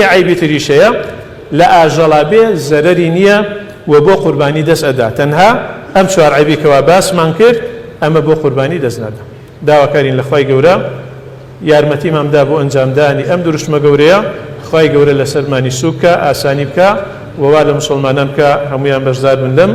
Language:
Central Kurdish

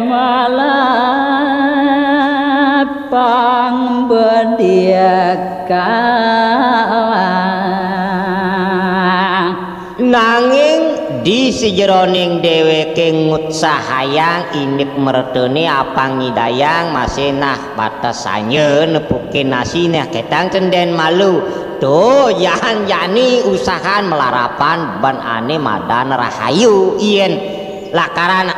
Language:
Balinese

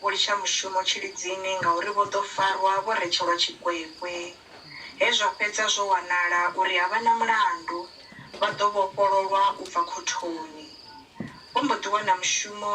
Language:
Venda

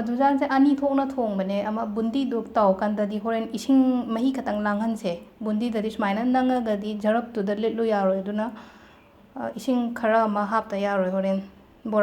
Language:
Manipuri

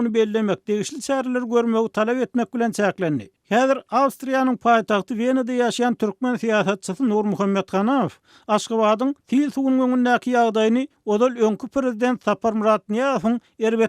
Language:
Turkmen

